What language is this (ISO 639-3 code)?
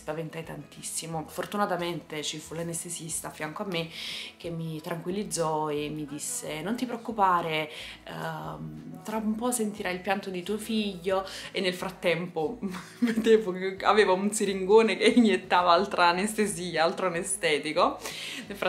ita